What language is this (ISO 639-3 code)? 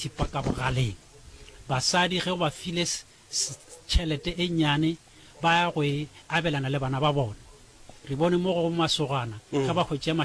nso